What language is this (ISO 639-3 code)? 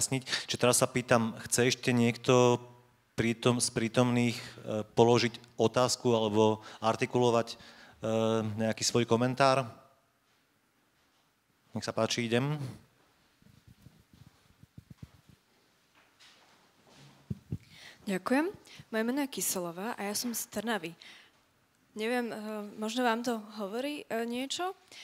slk